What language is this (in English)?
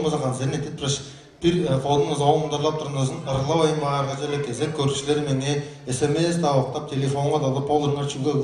Tuvinian